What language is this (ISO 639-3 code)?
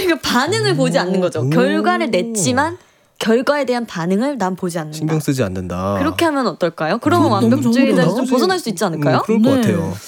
kor